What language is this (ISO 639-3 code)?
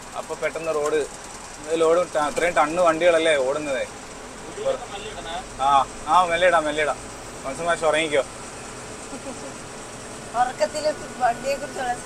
mal